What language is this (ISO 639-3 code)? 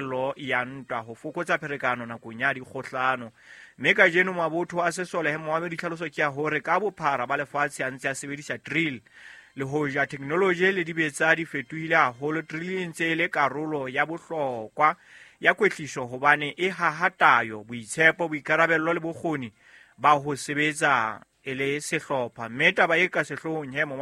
sot